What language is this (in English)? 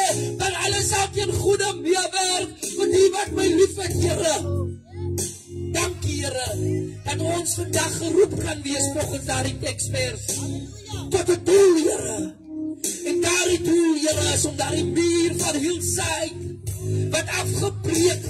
Afrikaans